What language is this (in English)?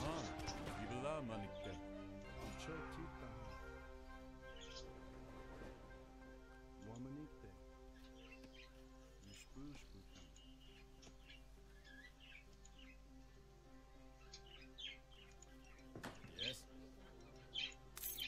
English